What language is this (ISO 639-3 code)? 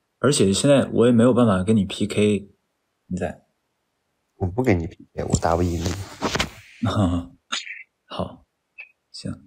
zho